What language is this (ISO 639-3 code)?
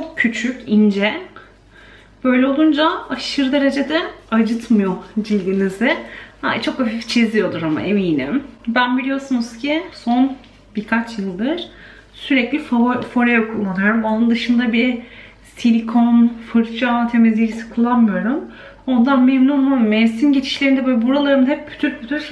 tur